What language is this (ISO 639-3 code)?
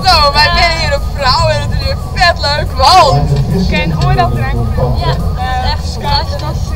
fry